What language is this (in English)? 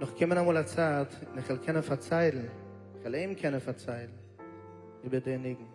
Yiddish